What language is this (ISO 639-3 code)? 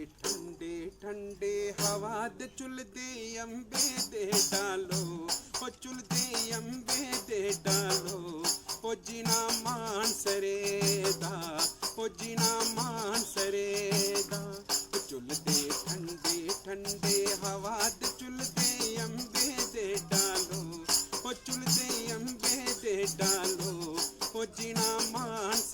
doi